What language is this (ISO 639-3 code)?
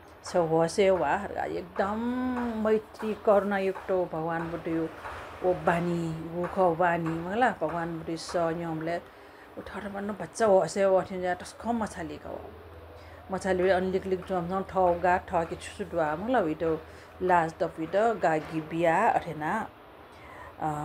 new